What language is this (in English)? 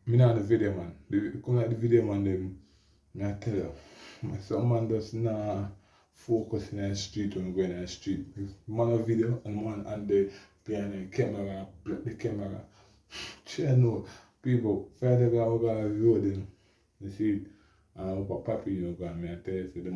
Jamaican Creole English